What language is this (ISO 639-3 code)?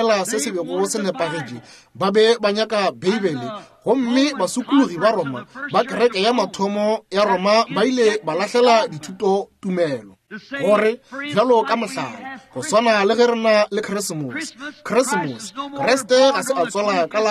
nso